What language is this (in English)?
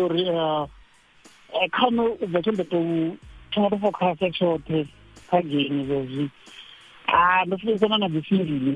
Venda